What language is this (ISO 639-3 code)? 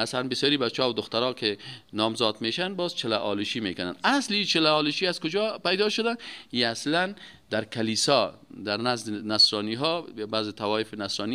fas